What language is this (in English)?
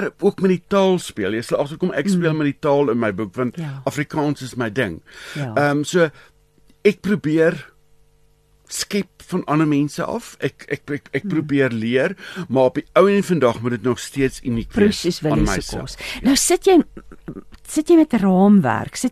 Afrikaans